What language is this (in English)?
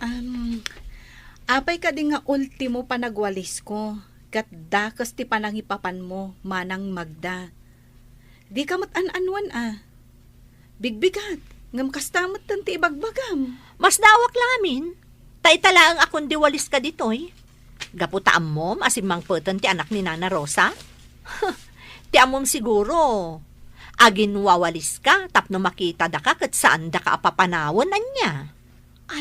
Iloko